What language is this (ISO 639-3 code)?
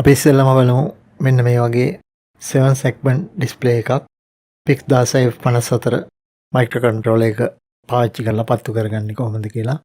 sin